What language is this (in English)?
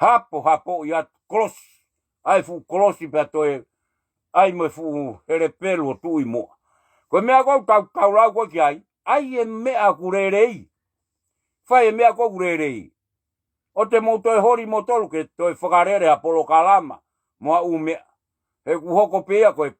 Tongan